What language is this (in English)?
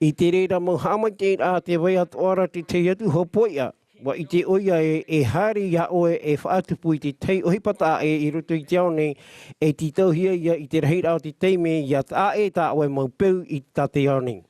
Tahitian